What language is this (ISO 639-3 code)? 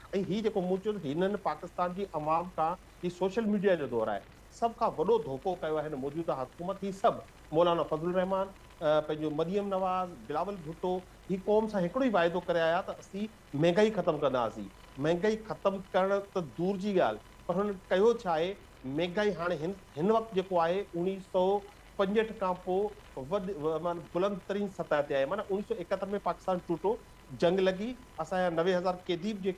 snd